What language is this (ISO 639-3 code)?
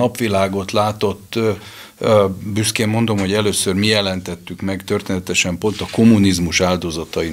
hun